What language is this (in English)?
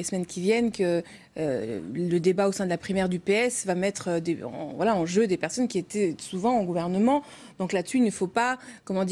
French